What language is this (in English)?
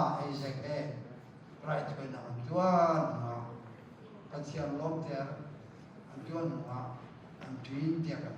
Hakha Chin